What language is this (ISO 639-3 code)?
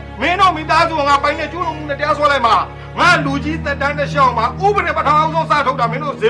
mya